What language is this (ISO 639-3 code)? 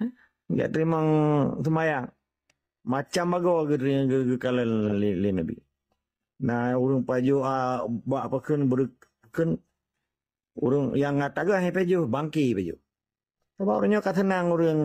ace